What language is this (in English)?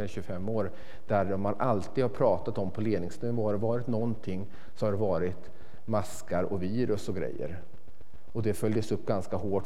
Swedish